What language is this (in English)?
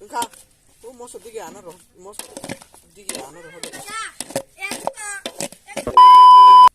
Kok Borok